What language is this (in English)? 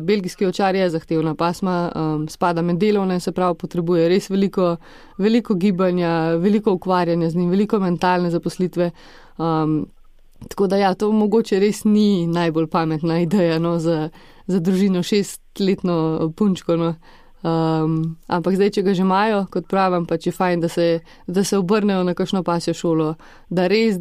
Slovenian